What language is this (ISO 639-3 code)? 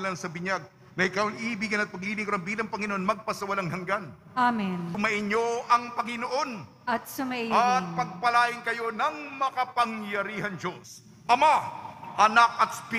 fil